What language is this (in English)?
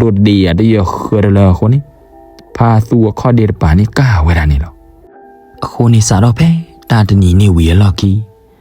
S'gaw Karen